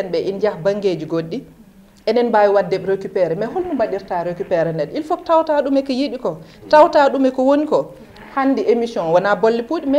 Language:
Fula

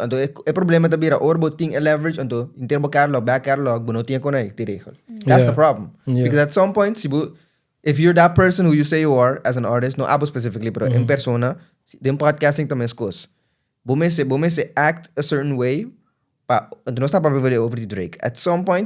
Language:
Papiamento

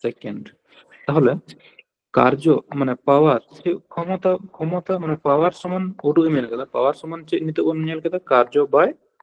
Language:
Santali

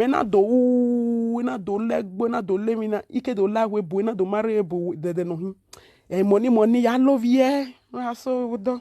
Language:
Nigerian Pidgin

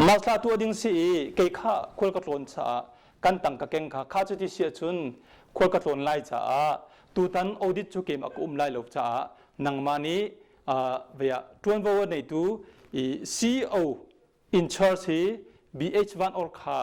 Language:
Hakha Chin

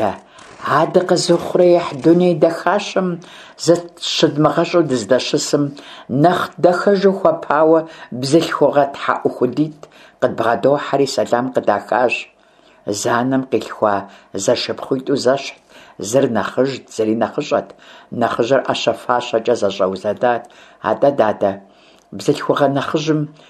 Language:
Kabardian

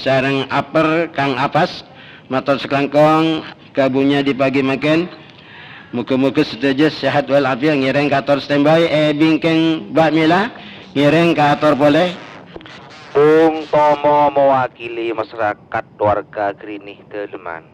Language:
Madurese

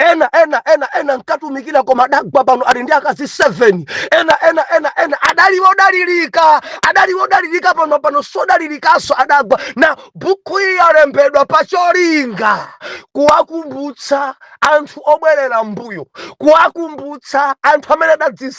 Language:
Nyanja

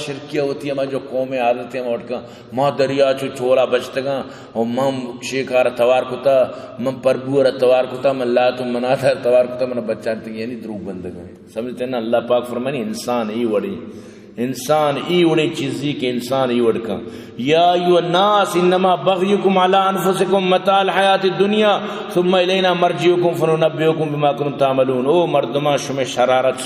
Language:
Baluchi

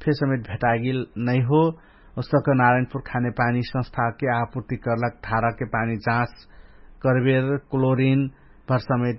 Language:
Dangaura Tharu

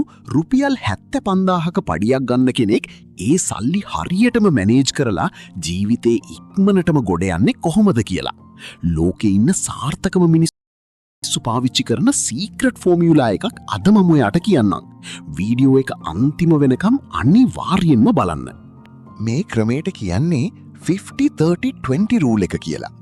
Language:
Sinhala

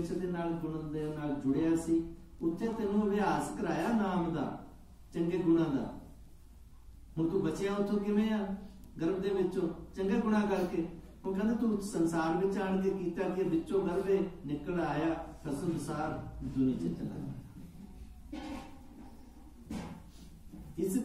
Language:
Punjabi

